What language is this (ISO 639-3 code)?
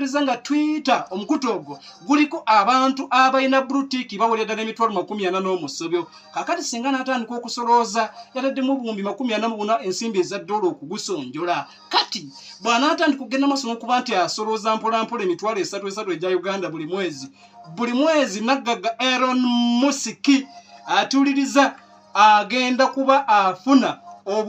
lug